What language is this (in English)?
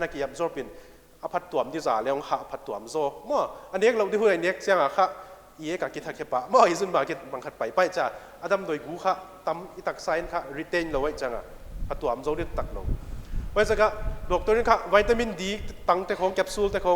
Paite Chin